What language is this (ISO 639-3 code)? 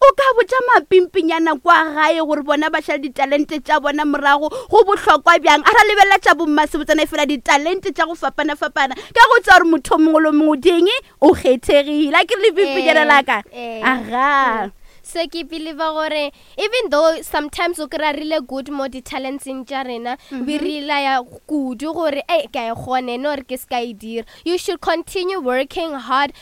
nso